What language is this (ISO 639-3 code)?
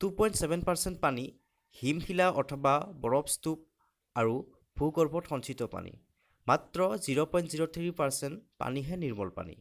asm